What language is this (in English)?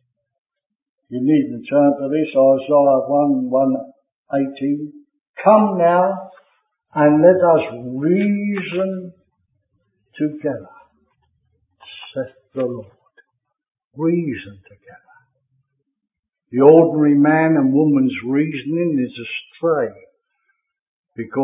English